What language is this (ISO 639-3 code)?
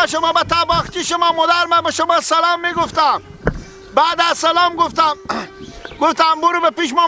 fas